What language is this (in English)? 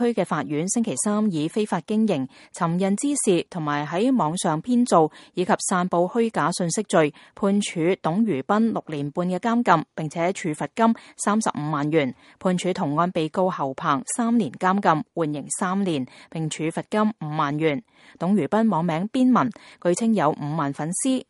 Cantonese